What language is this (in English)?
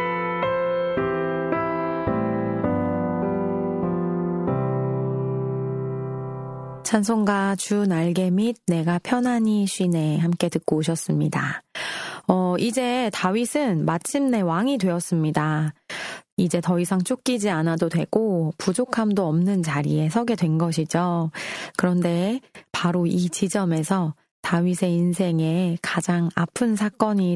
Korean